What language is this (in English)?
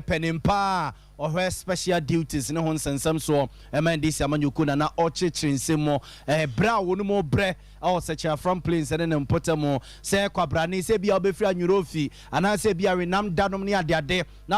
Akan